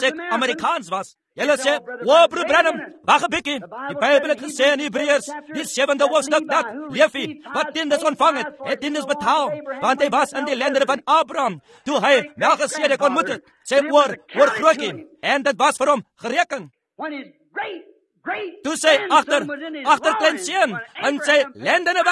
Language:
Afrikaans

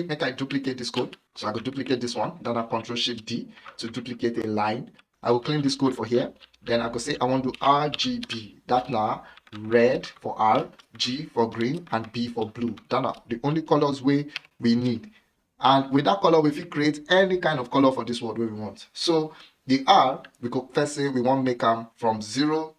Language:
Nigerian Pidgin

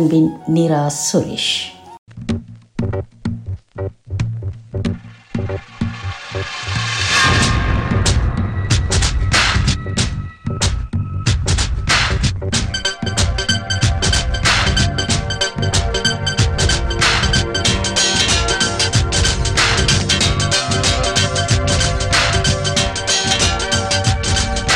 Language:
Tamil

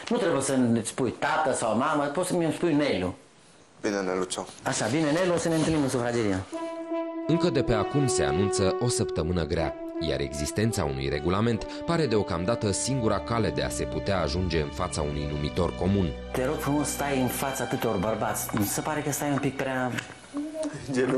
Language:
Romanian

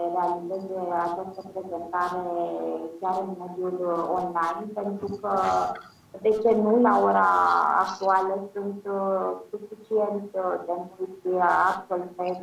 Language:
Romanian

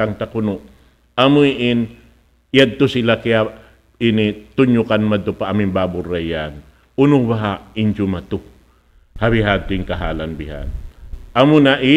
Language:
Tausug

